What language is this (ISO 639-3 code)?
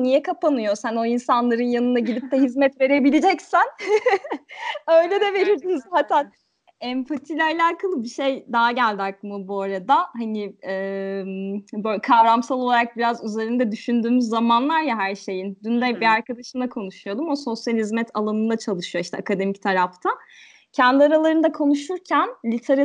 tur